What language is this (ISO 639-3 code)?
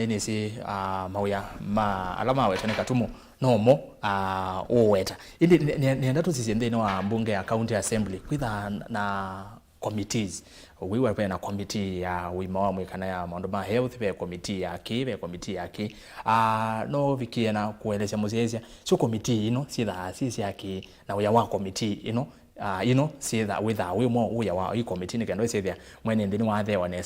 kam